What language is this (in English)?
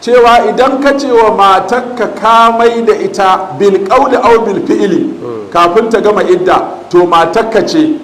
Hausa